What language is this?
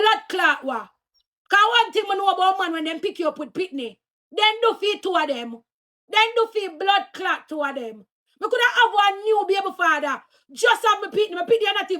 Jamaican Creole English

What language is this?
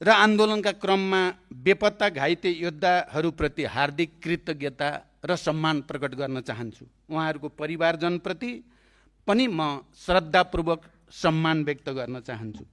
Nepali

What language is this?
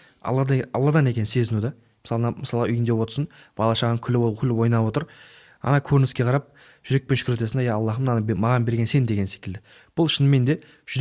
Kazakh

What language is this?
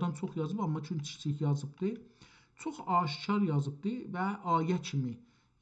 South Azerbaijani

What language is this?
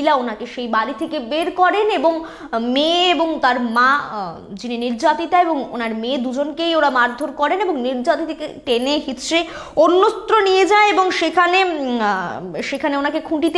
Bangla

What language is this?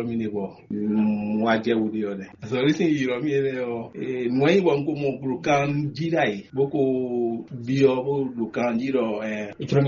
Fon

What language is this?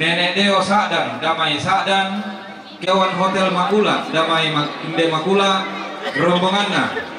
Toraja-Sa'dan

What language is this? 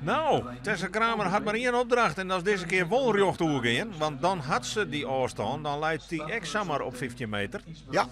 Western Frisian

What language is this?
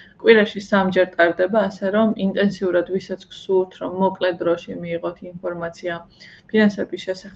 Georgian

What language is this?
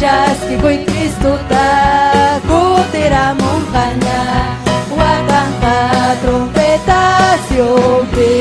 Ayacucho Quechua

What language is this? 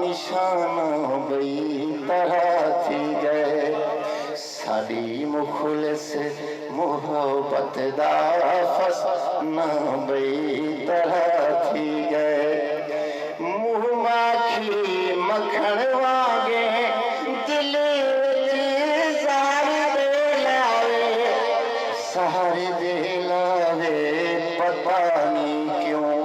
Saraiki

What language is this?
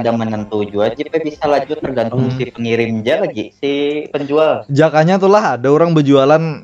Banjar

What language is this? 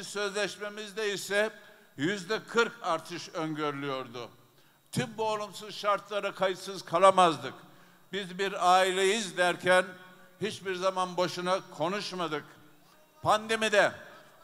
Turkish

